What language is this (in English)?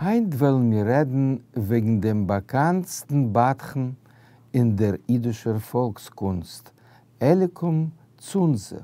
Yiddish